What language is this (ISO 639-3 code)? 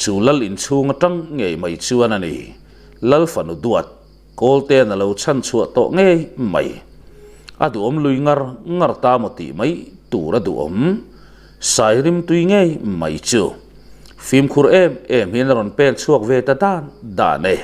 lus